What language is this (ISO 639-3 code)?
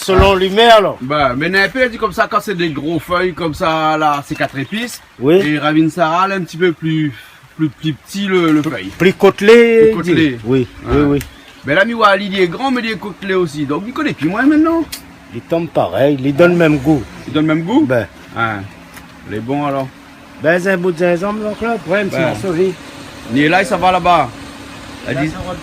rcf